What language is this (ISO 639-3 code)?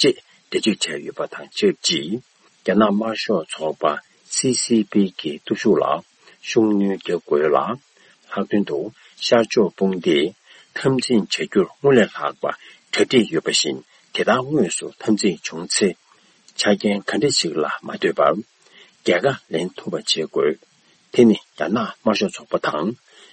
bod